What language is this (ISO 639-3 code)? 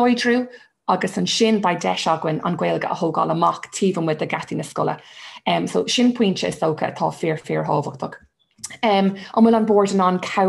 gle